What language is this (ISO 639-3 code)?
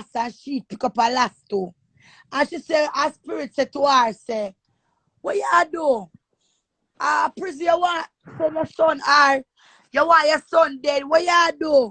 jam